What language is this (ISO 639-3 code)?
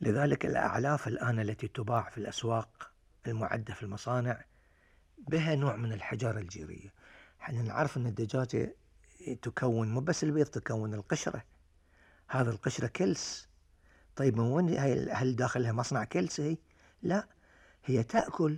afb